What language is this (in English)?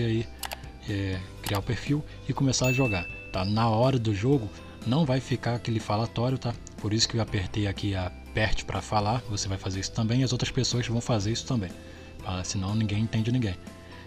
Portuguese